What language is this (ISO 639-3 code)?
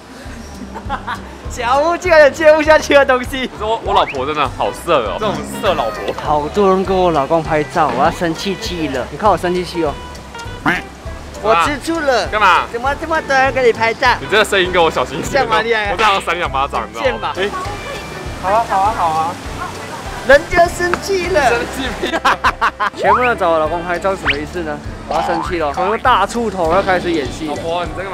zho